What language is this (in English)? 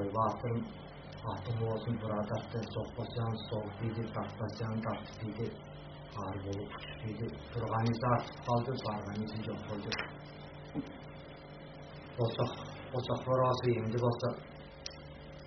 Kazakh